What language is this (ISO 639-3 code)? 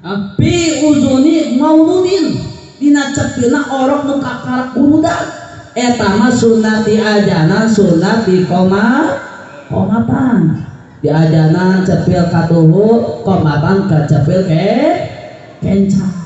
sun